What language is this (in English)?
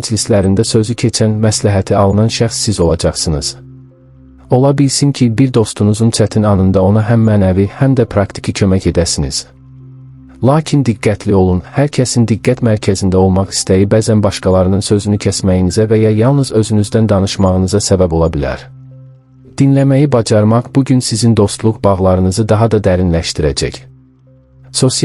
Azerbaijani